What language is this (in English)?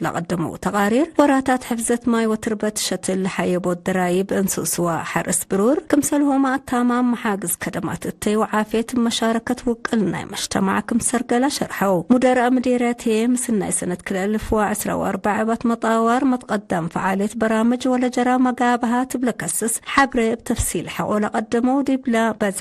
Tigre